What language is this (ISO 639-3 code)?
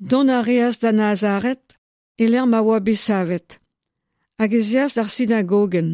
bre